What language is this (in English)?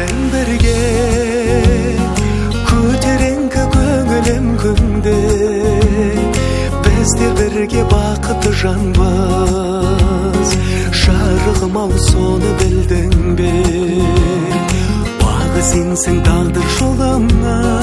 Kazakh